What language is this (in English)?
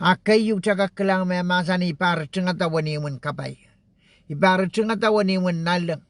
Pohnpeian